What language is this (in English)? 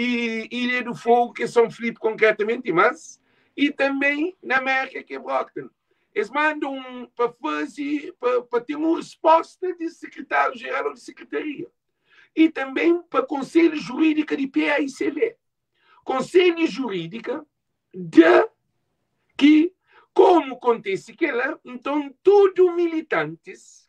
Kabuverdianu